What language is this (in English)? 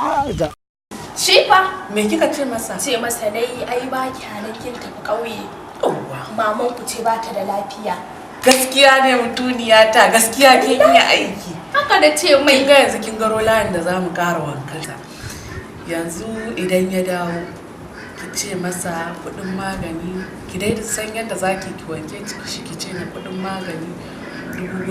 Hausa